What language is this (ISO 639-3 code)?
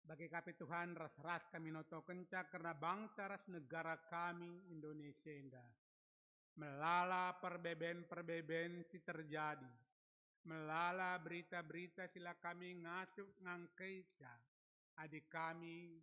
btx